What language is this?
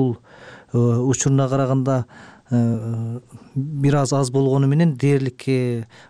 Kyrgyz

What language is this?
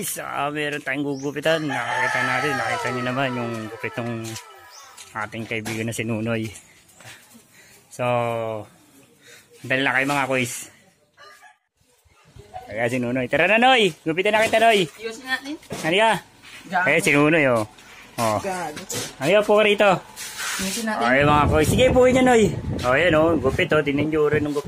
Filipino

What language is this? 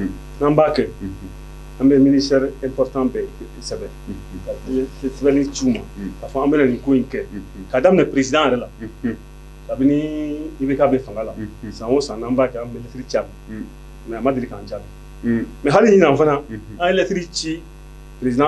Bambara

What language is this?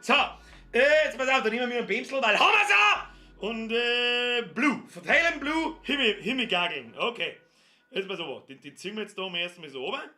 Bavarian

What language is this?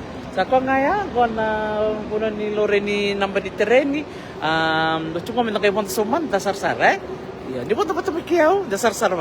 Fijian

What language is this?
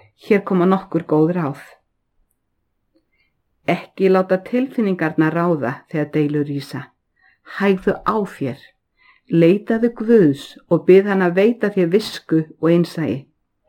Icelandic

